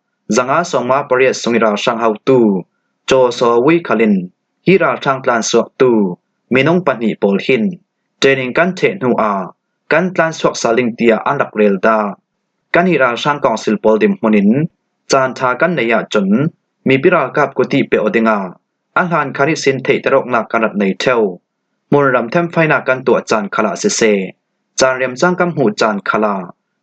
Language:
Falam Chin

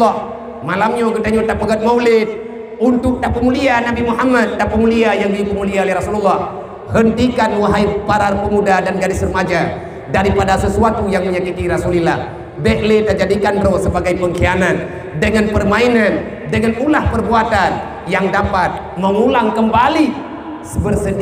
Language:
Achinese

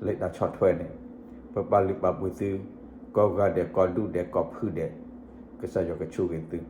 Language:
S'gaw Karen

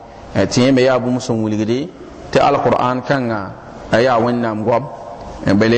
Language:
Mossi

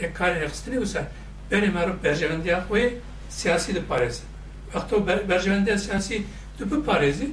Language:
Kurdish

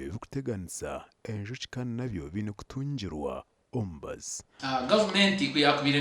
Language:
Nyankole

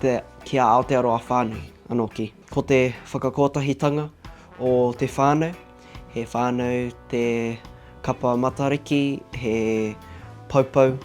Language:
Māori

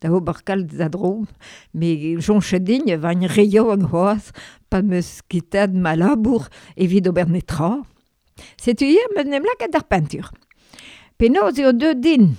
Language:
Breton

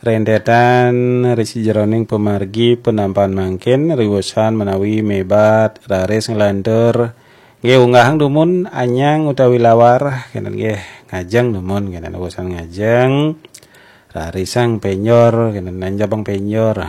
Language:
Balinese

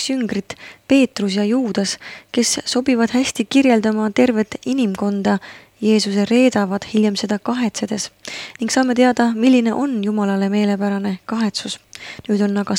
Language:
Estonian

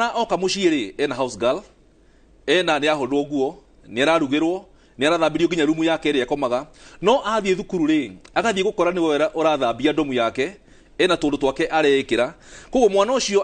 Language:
Kikuyu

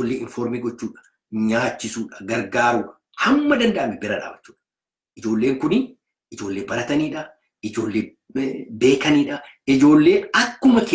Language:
Oromo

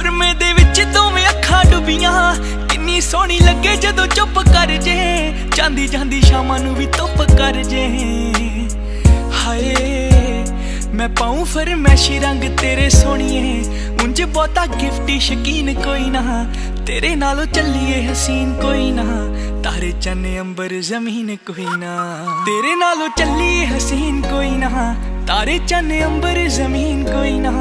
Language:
Punjabi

